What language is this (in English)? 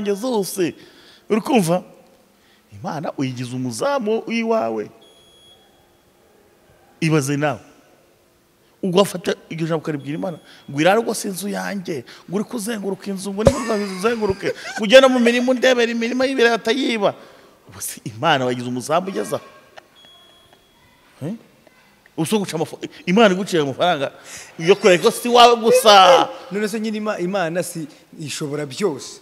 Kinyarwanda